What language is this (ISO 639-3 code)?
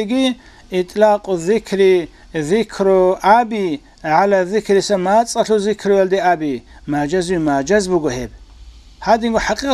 ava